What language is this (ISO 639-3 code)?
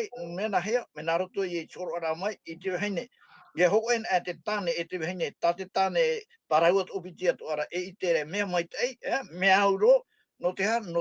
tah